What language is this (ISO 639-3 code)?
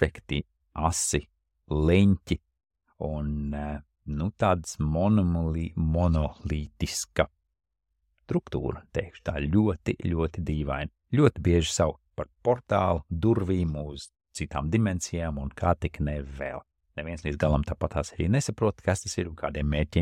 lav